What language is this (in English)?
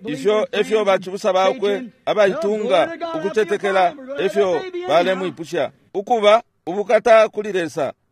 Bemba